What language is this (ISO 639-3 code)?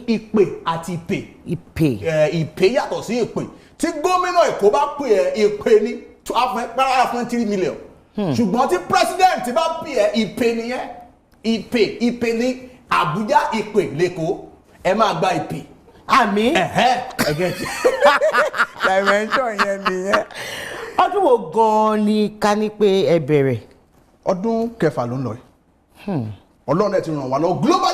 yor